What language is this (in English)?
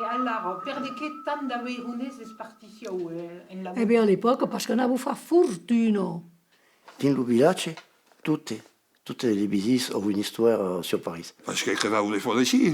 Occitan